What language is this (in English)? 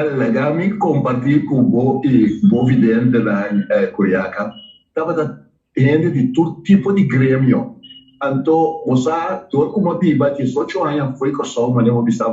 Papiamento